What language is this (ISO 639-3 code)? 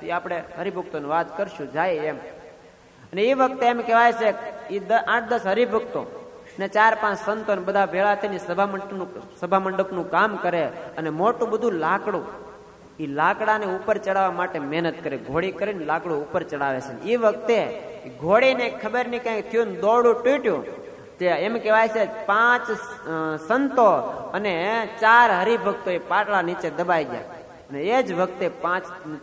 guj